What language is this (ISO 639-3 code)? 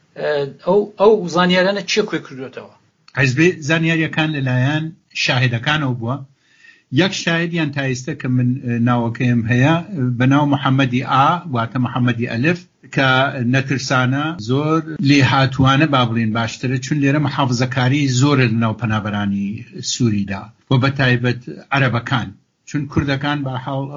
ckb